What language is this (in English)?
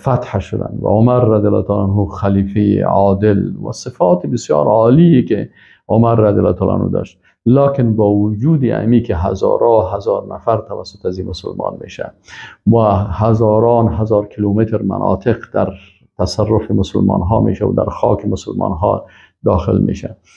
Persian